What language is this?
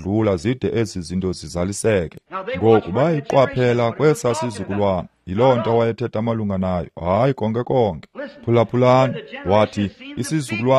Xhosa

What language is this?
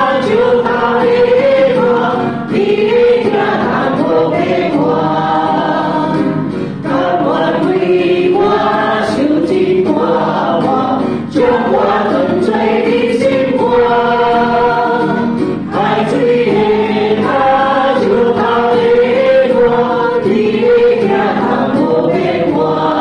Chinese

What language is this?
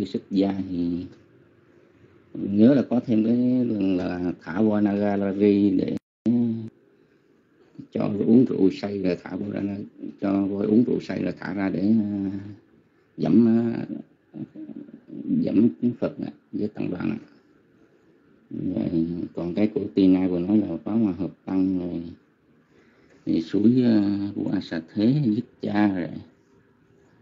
Vietnamese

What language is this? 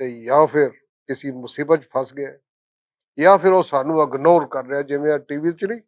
Western Panjabi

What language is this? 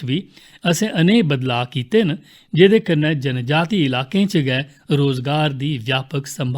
Dogri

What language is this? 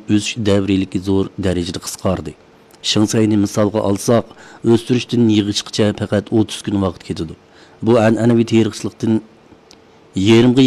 Uyghur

